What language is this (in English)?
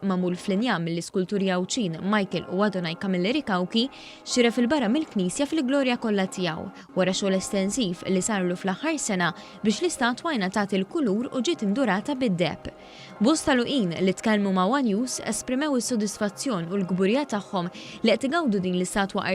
Maltese